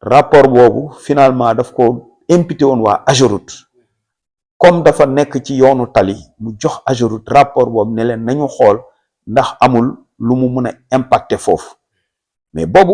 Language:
Wolof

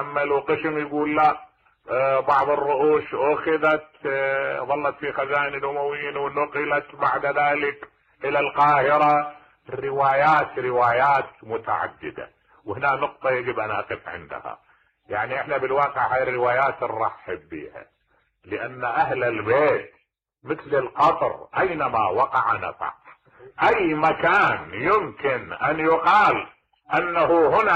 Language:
Mesopotamian Arabic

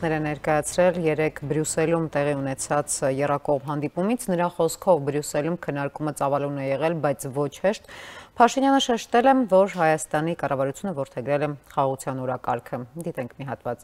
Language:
Armenian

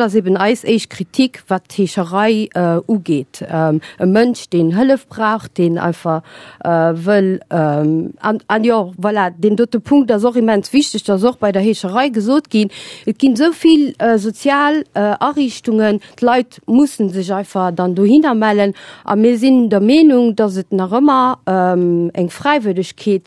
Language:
Luxembourgish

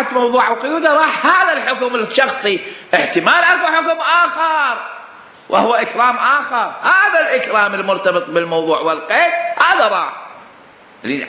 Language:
Mesopotamian Arabic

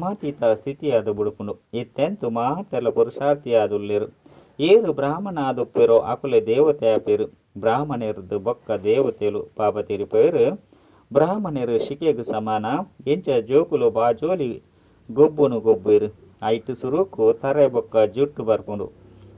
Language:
Tulu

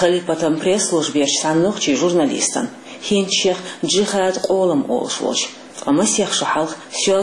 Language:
Chechen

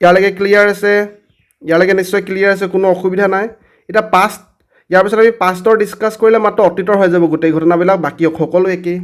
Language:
Assamese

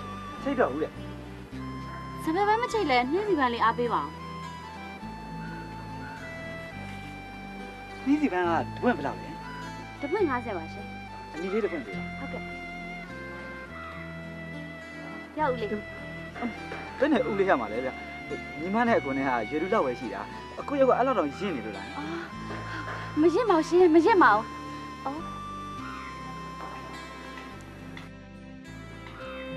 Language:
Burmese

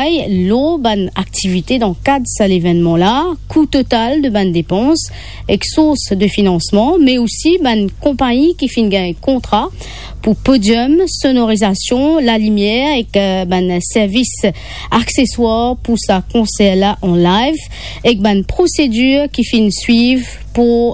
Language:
Morisyen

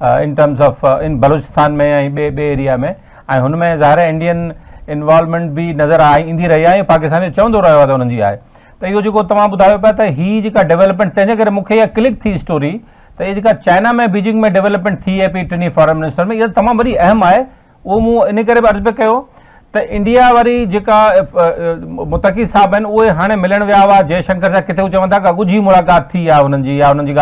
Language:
Sindhi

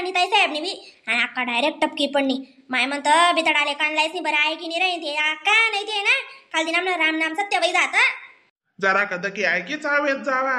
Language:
Khandesi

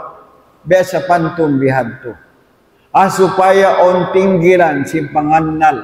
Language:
Tausug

